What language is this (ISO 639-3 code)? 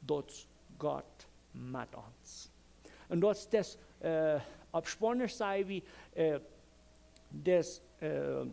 pdt